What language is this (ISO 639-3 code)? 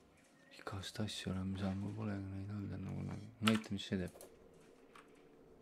est